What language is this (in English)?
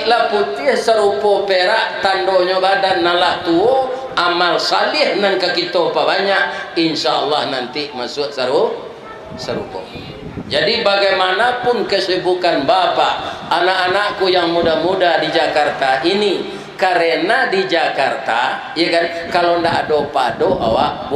Minangkabau